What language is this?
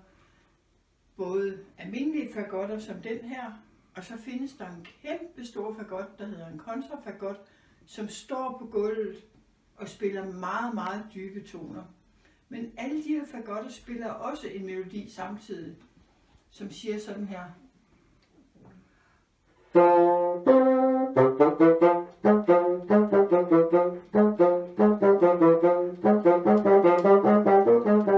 Danish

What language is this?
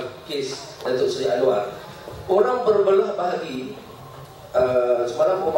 Malay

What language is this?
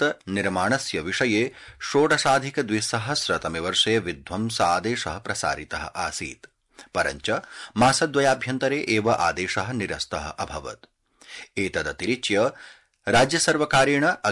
Sanskrit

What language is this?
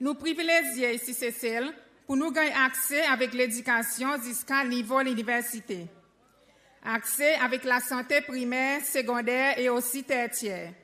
Seselwa Creole French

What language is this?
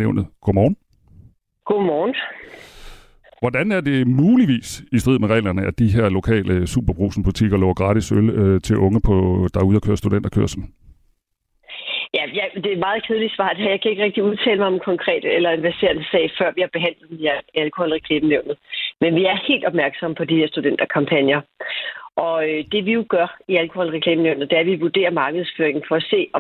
Danish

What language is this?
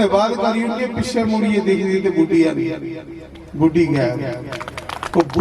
Dogri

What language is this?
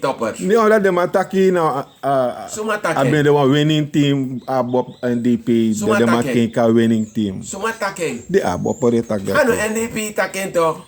Sranan Tongo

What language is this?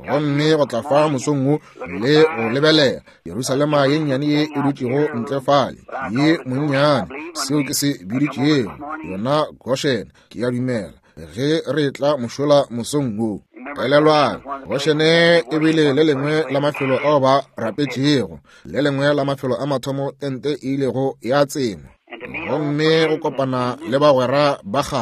Northern Sotho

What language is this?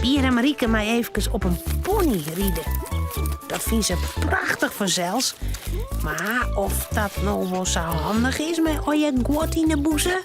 Western Frisian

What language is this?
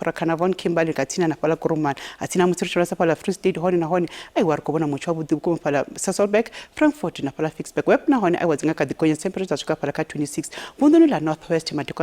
Venda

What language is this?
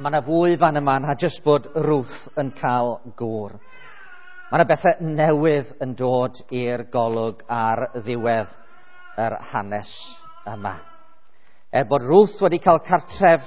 Welsh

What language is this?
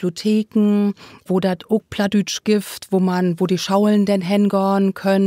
Low German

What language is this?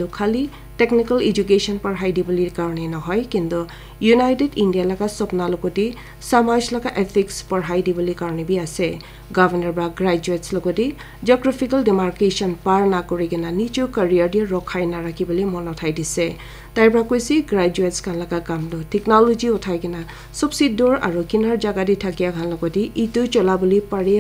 Naga Pidgin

